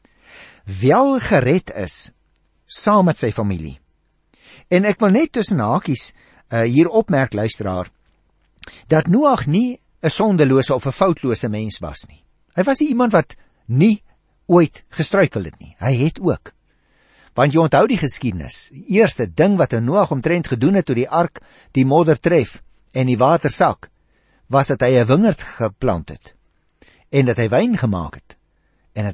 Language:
Afrikaans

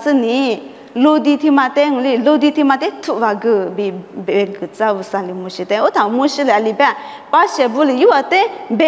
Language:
Lisu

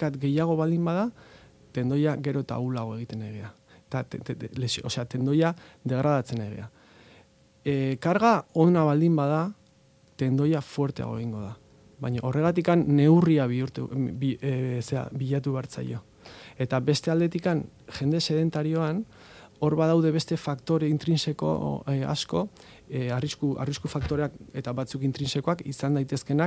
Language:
Basque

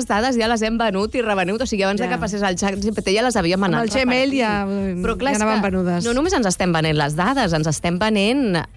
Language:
Catalan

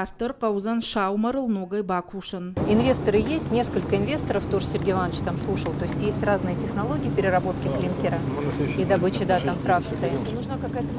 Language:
Ossetic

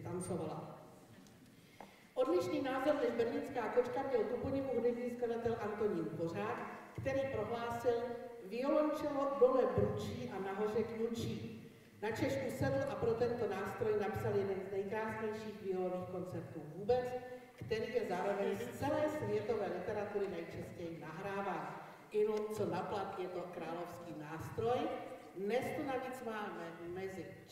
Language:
Czech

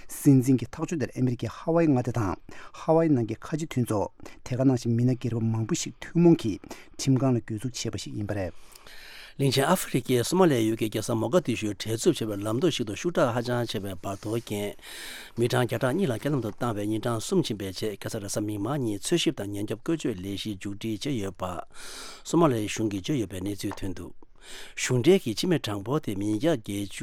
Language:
Tibetan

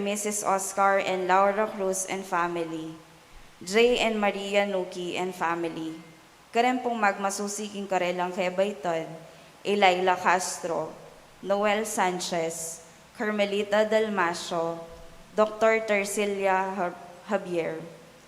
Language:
Pampanga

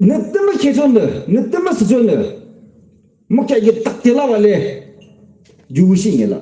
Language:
Yimchungru Naga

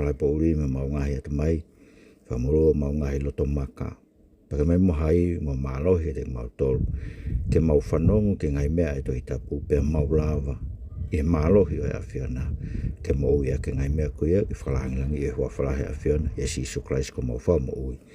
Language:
Tongan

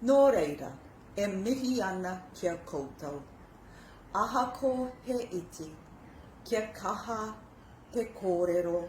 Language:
Māori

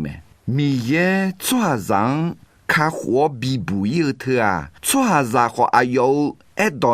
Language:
Akha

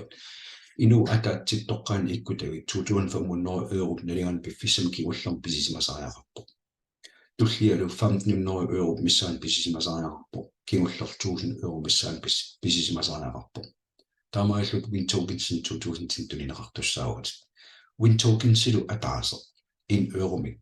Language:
Kalaallisut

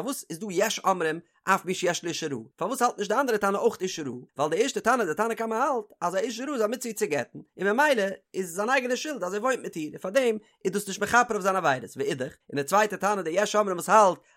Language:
Yiddish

